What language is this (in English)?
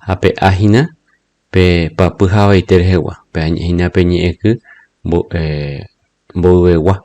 Guarani